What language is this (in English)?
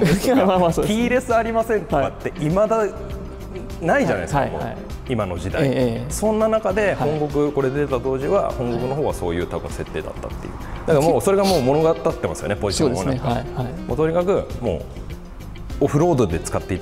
Japanese